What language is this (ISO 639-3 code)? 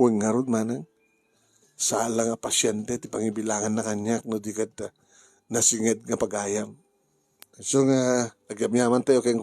ilo